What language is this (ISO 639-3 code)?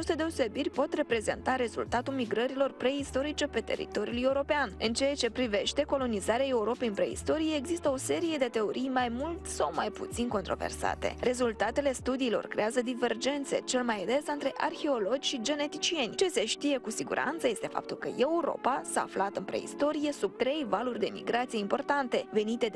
ron